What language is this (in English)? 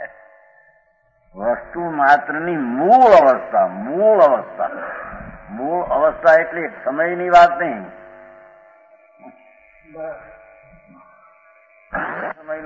Gujarati